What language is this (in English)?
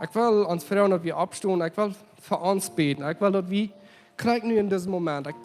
Plautdietsch